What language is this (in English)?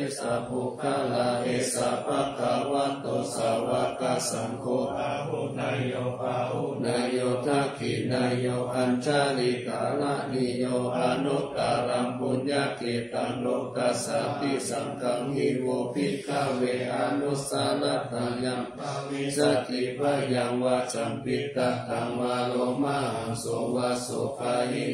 Pali